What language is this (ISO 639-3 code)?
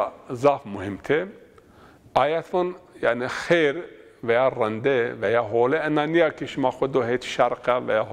zza